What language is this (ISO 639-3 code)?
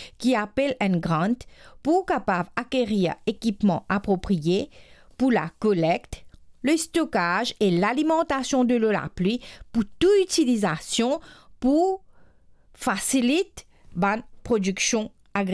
mfe